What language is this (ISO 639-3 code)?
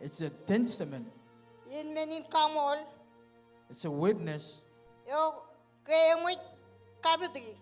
mah